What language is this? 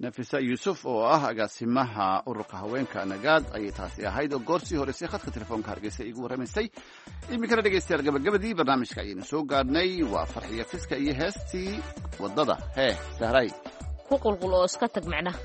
Somali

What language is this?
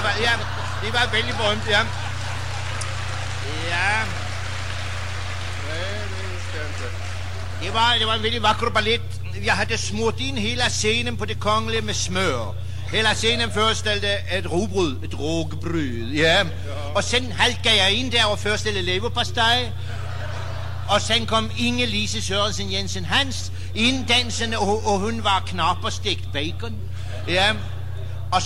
Swedish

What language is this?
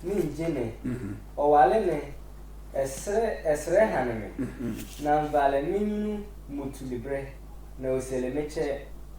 Sehwi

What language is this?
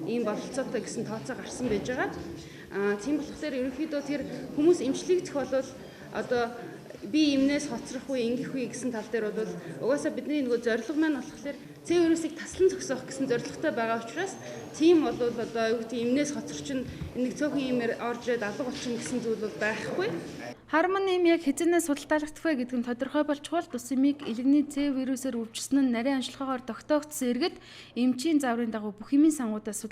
Mongolian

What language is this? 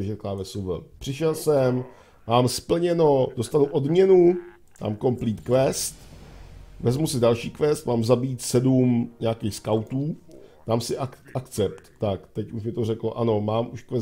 Czech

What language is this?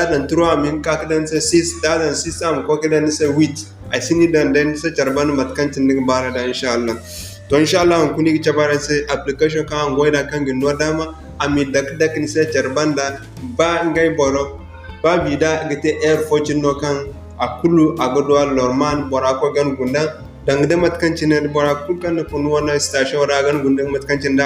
Zarma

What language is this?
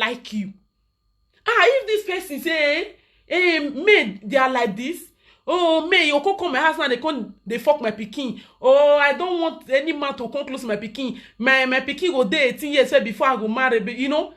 Nigerian Pidgin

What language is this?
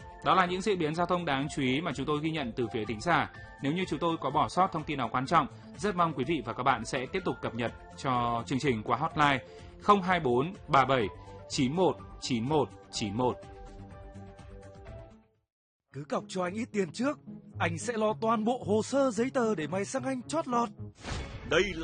Vietnamese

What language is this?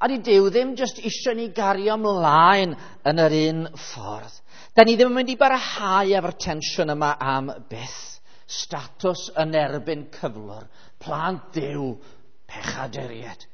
Welsh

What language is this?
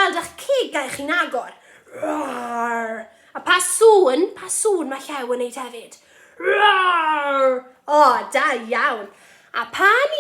Welsh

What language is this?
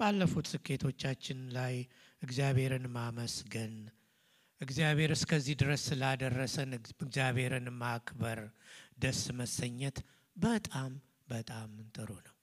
Amharic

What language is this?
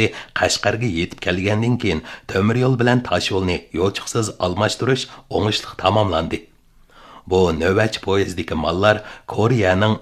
Uyghur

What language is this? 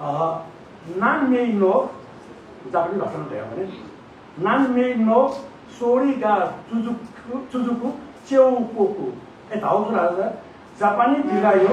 Newari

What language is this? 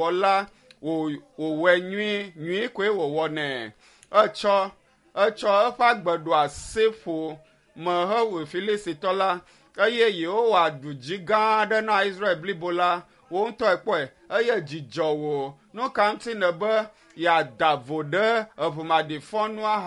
Ewe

